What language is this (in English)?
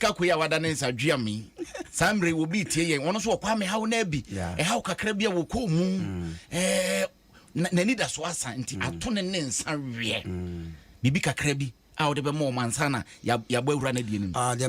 Akan